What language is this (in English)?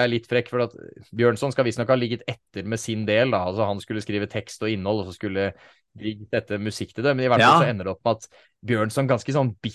Norwegian